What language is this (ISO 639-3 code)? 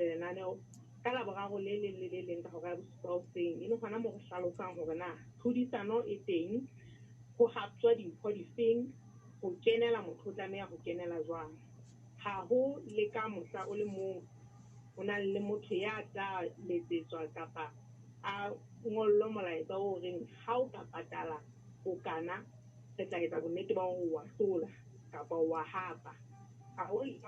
sot